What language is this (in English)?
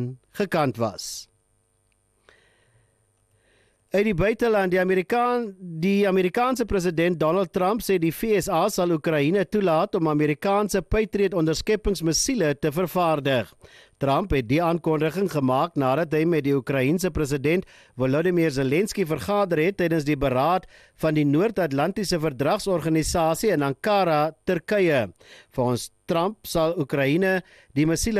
Afrikaans